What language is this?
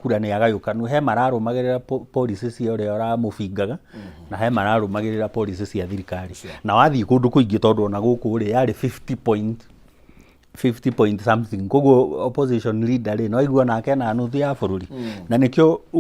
Kikuyu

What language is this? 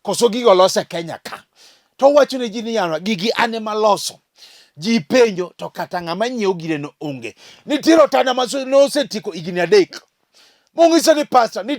Luo (Kenya and Tanzania)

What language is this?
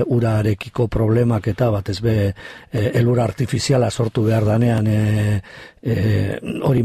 Basque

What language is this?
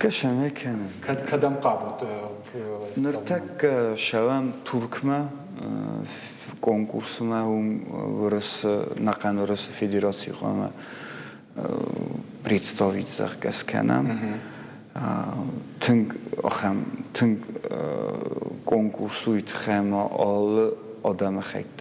Ossetic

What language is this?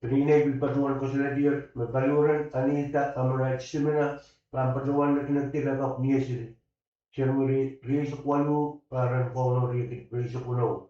Pohnpeian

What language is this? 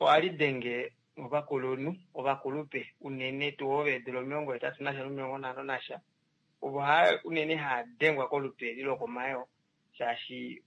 Kuanyama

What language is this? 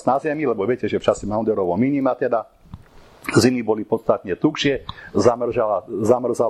Slovak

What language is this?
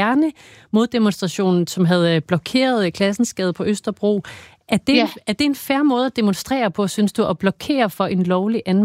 Danish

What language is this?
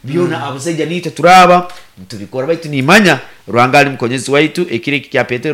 Nyoro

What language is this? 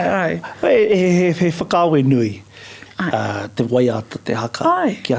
Māori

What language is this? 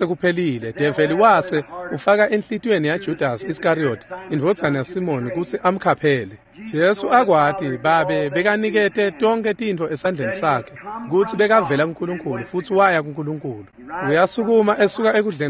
Swati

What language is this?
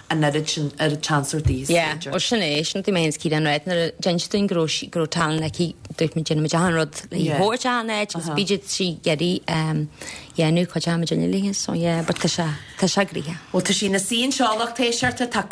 Irish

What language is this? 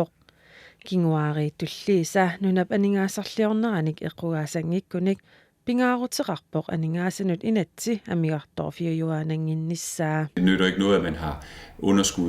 Kalaallisut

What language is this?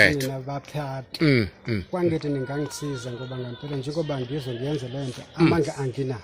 Zulu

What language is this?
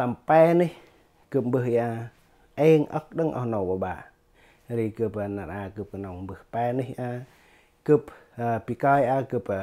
Central Mnong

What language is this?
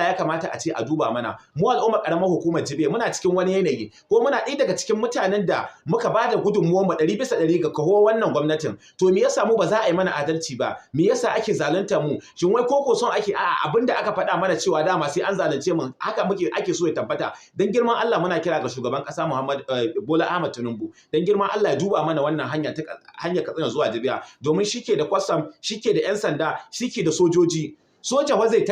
Hausa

